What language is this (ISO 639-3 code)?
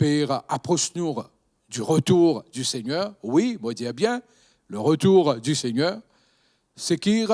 mfe